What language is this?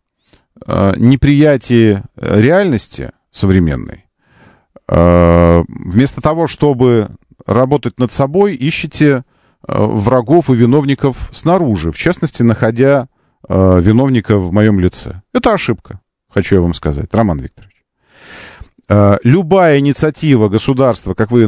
Russian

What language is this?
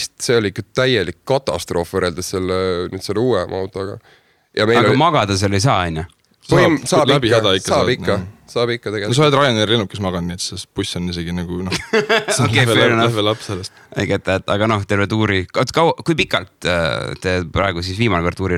Estonian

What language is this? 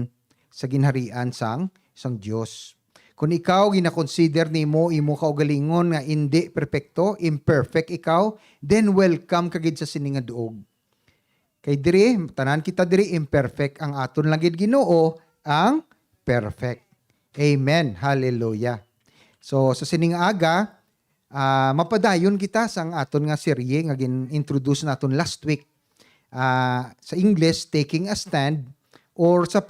Hiligaynon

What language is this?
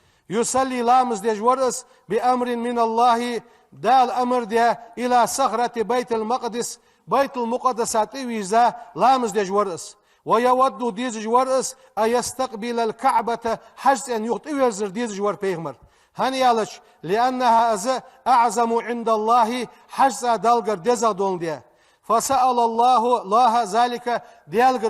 Ingush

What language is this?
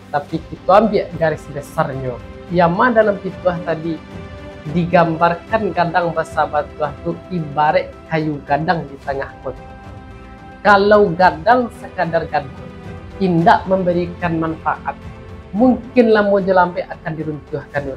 Minangkabau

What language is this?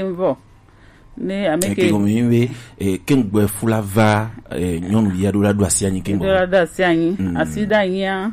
Gen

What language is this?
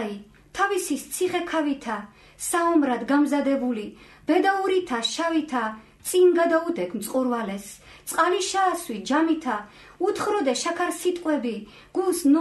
Georgian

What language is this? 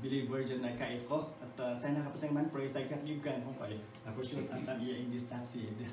Iloko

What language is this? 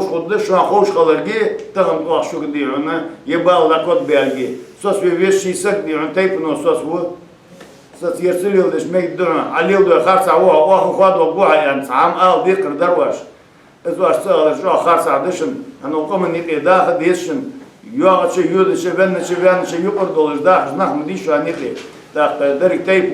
Ingush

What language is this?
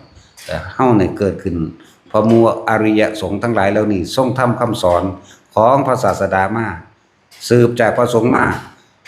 Northeastern Thai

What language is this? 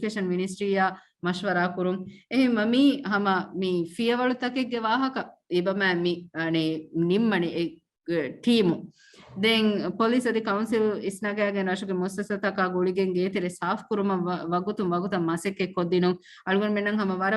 Divehi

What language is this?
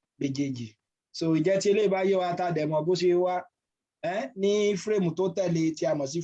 Yoruba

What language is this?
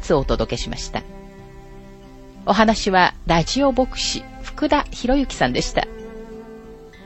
Japanese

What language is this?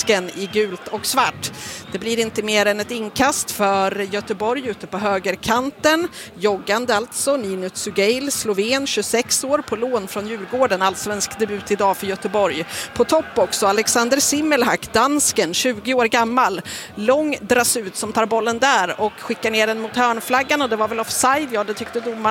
Swedish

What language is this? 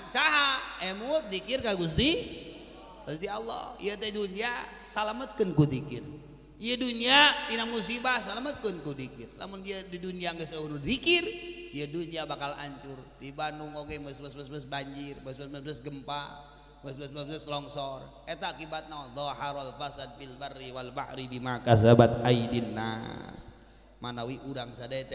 Sundanese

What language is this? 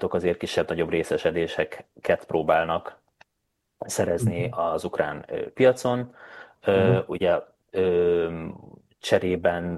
Hungarian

